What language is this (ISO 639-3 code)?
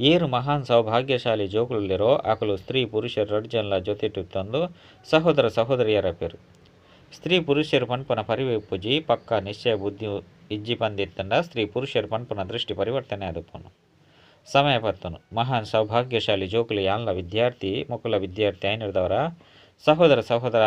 tcy